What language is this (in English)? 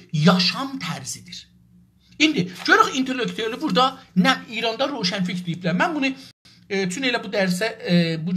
South Azerbaijani